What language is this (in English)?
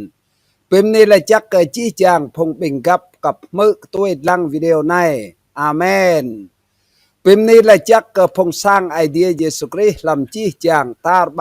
Rade